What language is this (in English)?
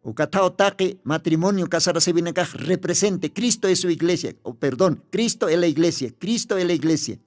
Aymara